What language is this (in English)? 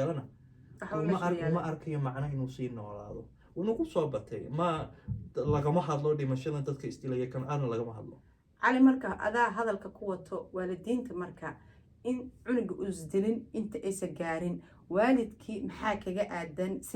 Somali